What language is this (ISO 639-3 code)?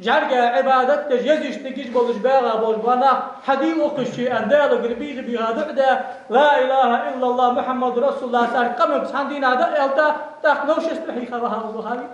inh